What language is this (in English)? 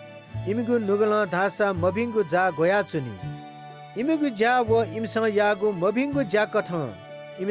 Newari